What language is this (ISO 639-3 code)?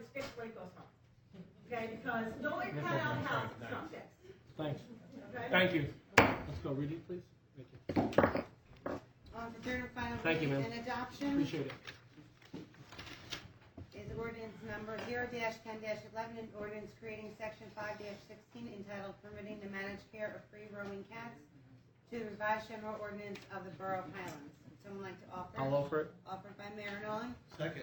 eng